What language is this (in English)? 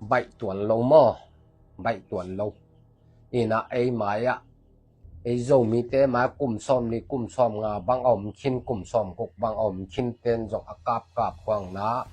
Tedim Chin